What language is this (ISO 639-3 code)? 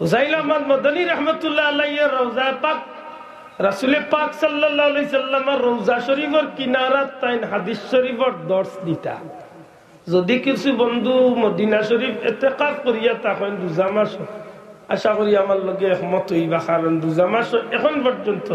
syl